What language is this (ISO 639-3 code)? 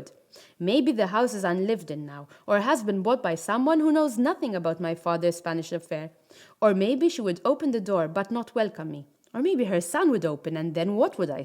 eng